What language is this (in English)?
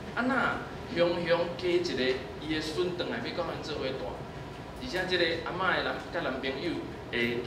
Min Nan Chinese